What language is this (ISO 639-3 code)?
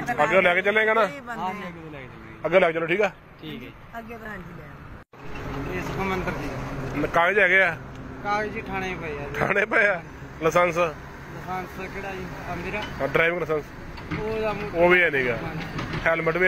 pan